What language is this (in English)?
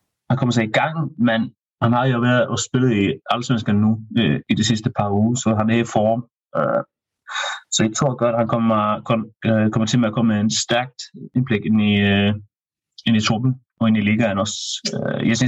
Danish